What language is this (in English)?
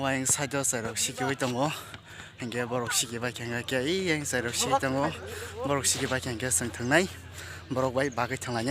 Kok Borok